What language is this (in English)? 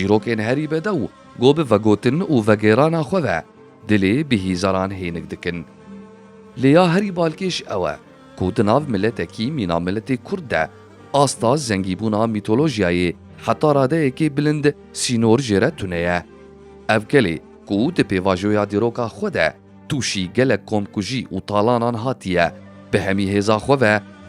Kurdish